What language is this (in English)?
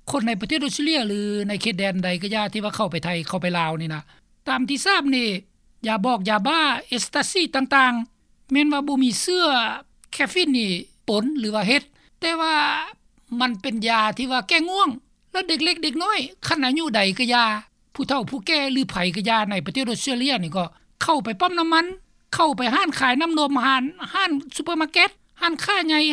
Lao